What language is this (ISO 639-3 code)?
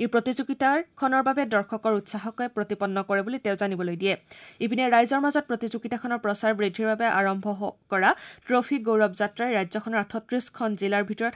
asm